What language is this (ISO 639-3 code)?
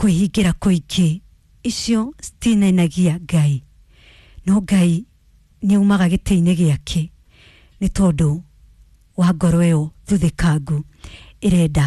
kik